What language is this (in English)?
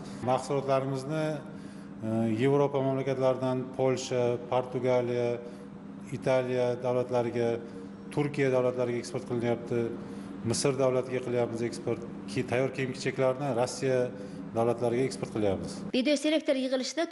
Uzbek